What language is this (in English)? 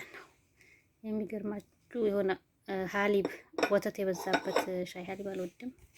Amharic